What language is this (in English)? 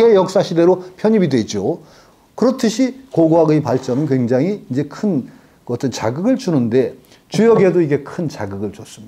Korean